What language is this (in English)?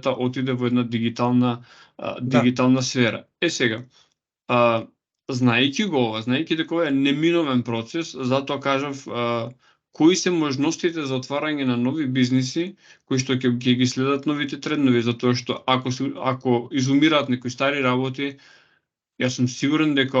Macedonian